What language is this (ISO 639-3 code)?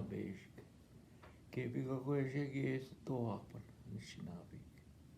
ojb